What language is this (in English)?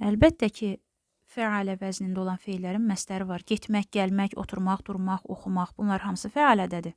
Azerbaijani